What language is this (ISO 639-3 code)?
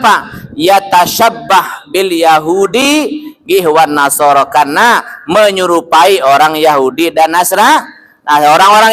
sas